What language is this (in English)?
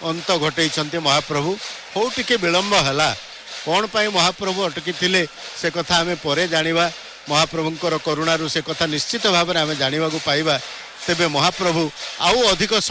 Odia